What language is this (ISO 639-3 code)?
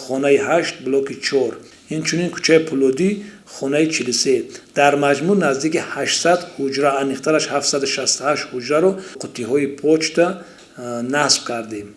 tgk